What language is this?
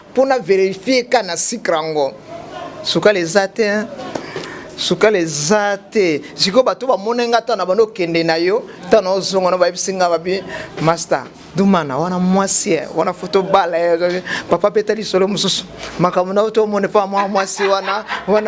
Lingala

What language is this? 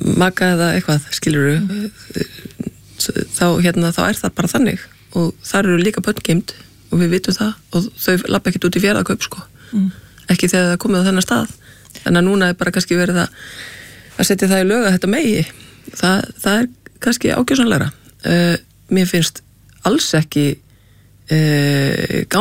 Icelandic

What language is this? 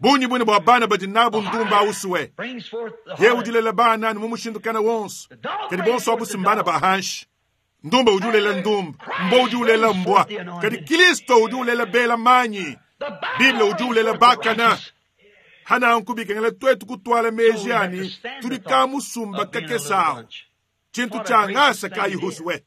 Luba-Lulua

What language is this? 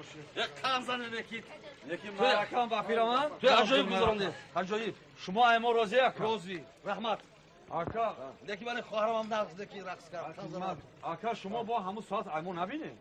Tajik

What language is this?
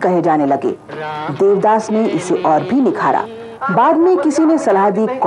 Hindi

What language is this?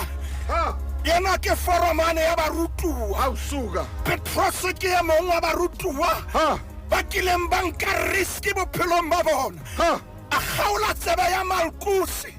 Southern Sotho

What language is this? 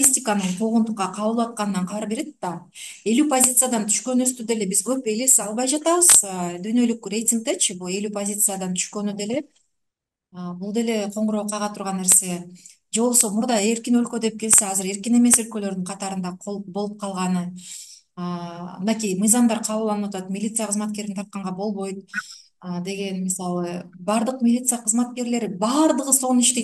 Kyrgyz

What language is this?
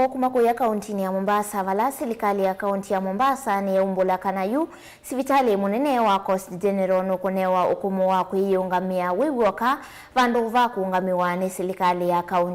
Kamba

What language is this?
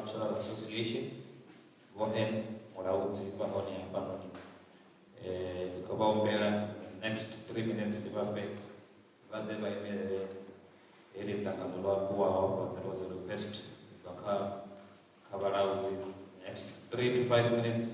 Venda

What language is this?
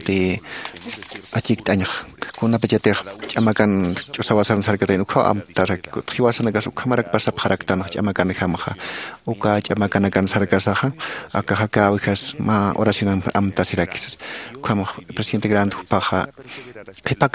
Aymara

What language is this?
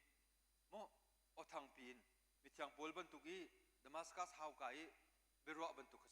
Hakha Chin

